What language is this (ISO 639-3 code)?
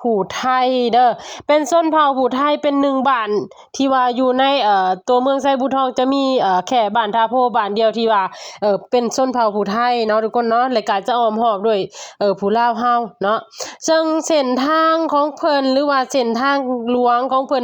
lao